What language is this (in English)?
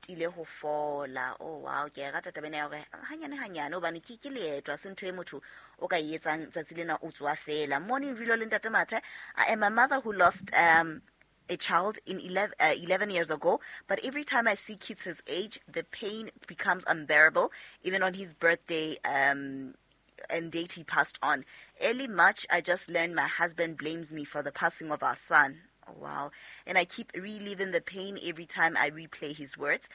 Southern Sotho